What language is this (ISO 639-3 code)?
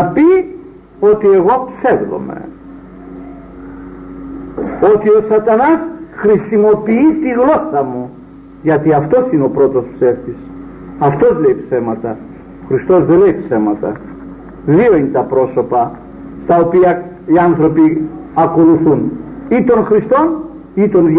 ell